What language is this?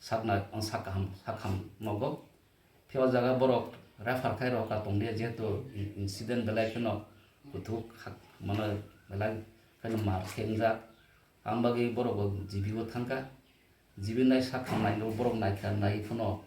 Kok Borok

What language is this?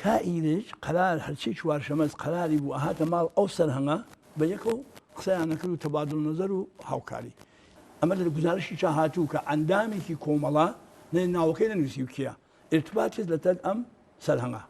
Central Kurdish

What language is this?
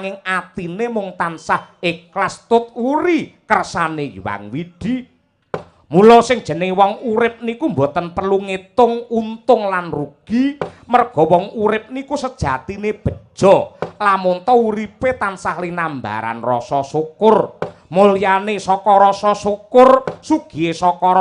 Javanese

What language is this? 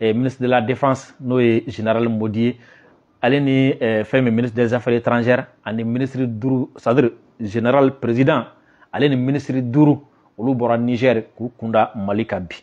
Bambara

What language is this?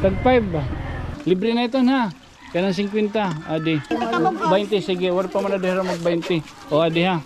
Waray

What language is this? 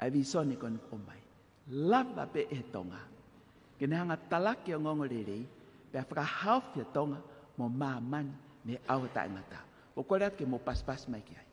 Tongan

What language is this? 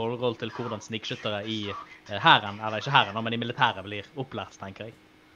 Norwegian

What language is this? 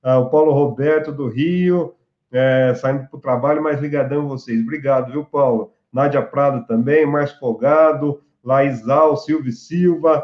Portuguese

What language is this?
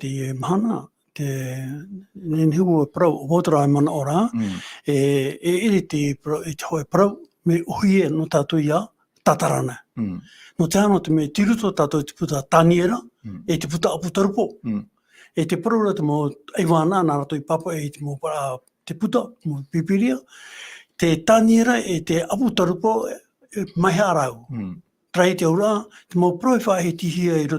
Tahitian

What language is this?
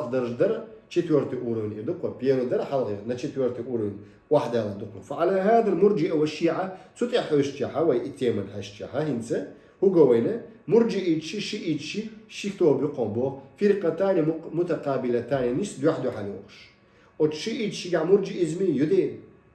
Chechen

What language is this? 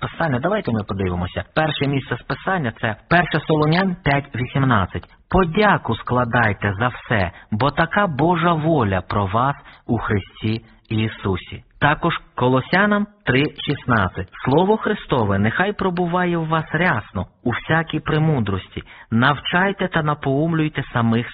Ukrainian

